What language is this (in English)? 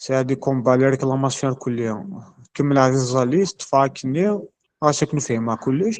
Kabyle